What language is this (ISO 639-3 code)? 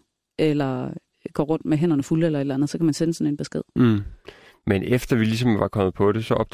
dan